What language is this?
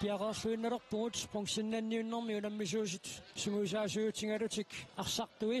Kalaallisut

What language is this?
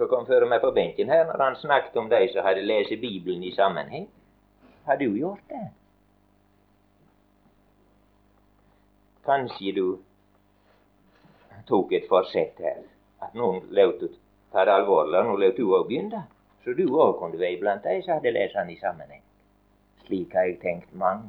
Norwegian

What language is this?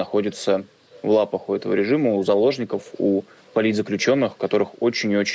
Russian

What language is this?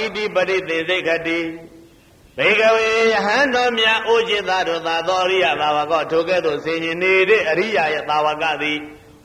Burmese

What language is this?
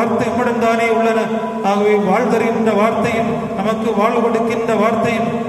Tamil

